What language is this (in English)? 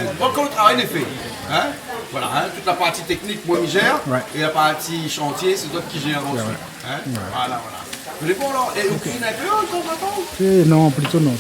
Réunion Creole French